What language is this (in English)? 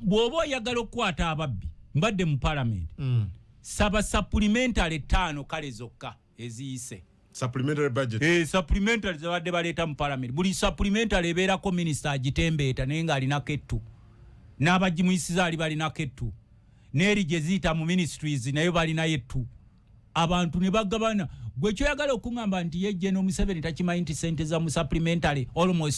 Ganda